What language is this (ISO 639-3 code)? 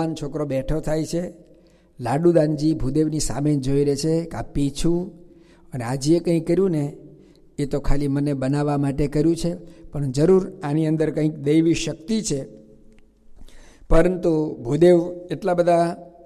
guj